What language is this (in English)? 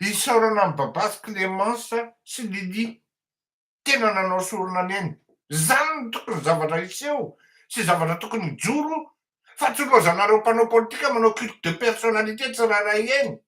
Malagasy